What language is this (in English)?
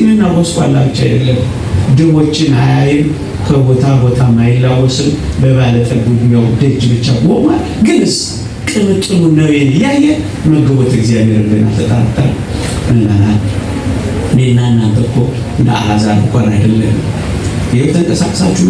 Amharic